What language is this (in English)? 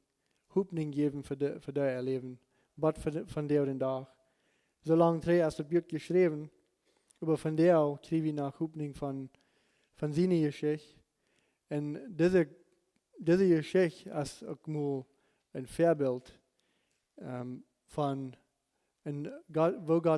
Plautdietsch